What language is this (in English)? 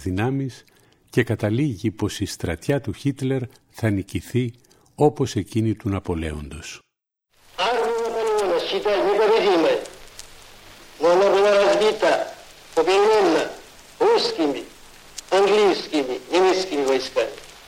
Greek